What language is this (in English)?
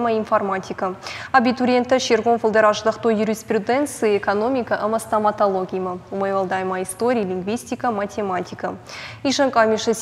Ossetic